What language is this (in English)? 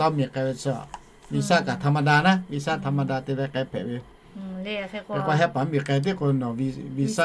Lahu